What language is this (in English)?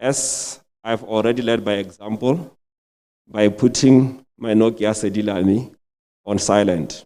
Tswana